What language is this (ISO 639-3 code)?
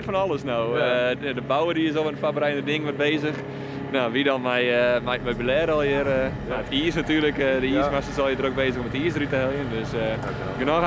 fry